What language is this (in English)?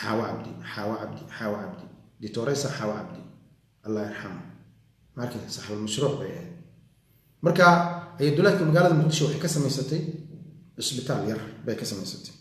Somali